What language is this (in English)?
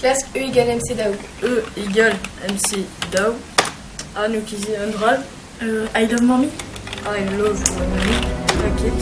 Breton